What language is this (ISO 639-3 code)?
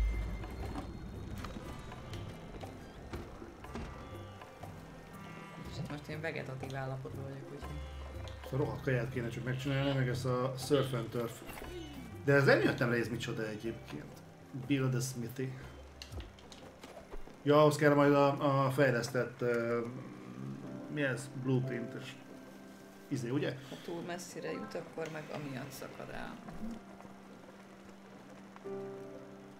hun